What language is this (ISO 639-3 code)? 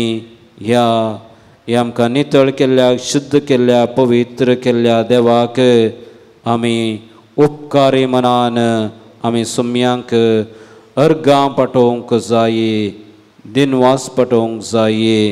kok